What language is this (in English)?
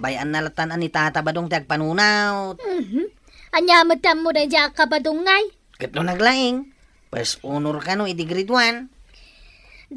Iloko